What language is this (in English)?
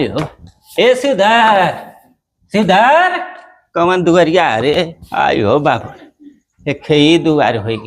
Bhojpuri